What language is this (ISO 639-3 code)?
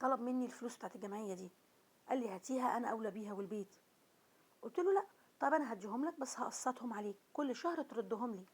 arz